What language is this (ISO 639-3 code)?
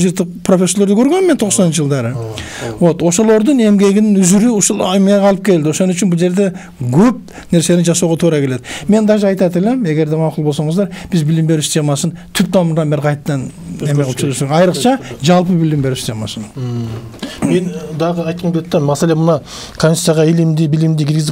kir